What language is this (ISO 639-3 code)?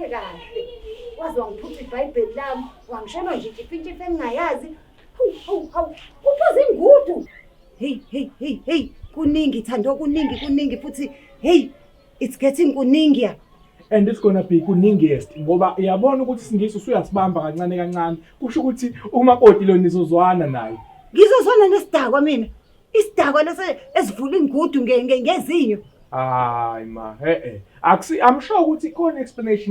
zul